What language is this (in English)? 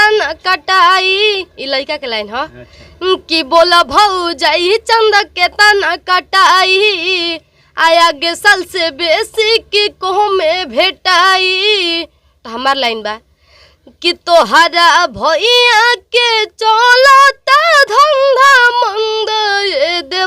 Bhojpuri